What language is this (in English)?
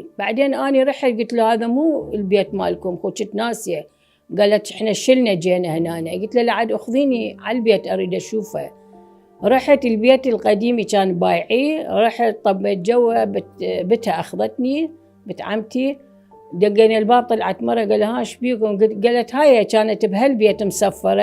Mesopotamian Arabic